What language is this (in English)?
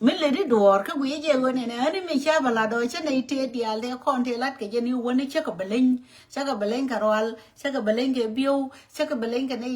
Nuer